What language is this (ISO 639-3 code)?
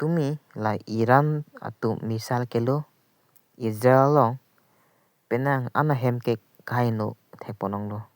mjw